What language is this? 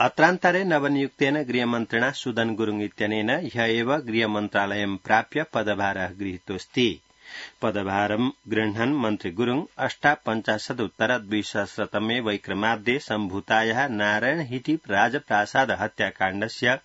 Sanskrit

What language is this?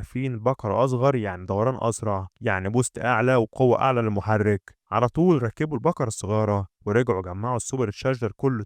Egyptian Arabic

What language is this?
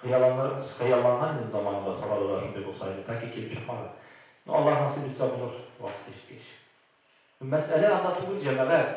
Tatar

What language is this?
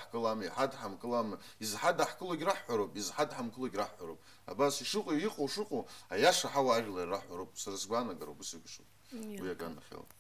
Abkhazian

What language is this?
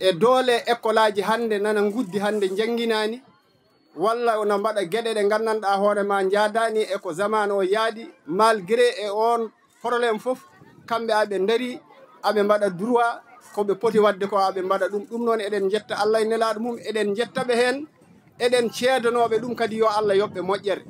Fula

